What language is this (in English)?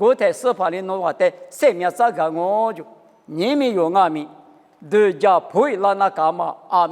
Lisu